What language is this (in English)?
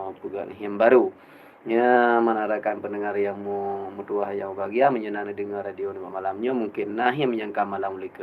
Achinese